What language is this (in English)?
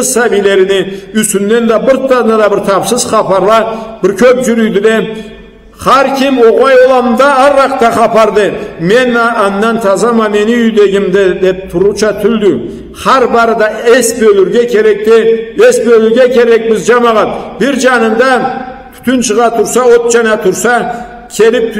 Karachay-Balkar